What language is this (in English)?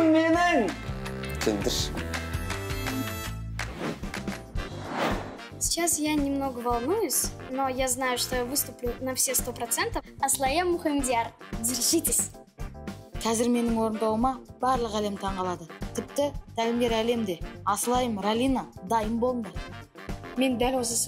Kazakh